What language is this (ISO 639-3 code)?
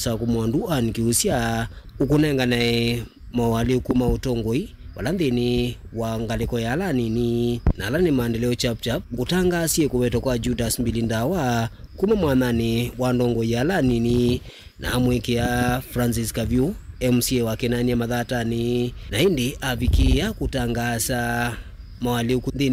kam